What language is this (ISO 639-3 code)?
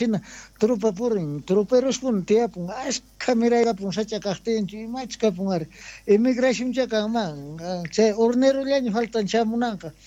quh